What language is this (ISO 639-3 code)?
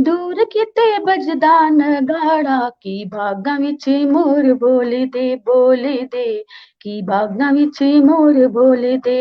doi